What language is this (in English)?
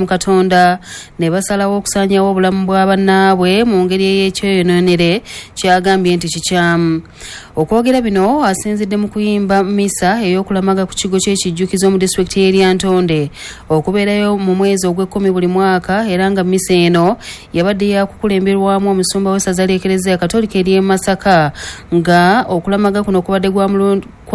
Ganda